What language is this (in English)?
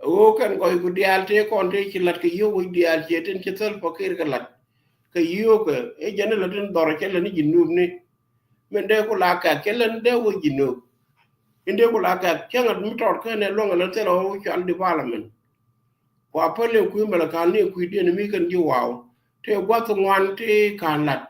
Nuer